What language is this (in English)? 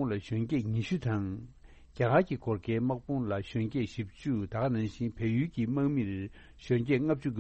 Tibetan